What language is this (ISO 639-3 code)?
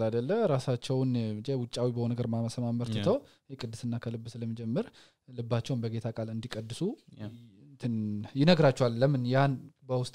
amh